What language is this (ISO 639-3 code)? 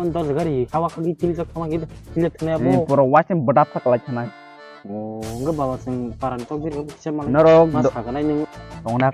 trp